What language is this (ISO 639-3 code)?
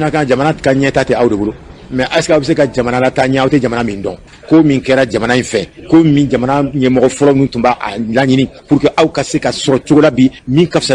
bam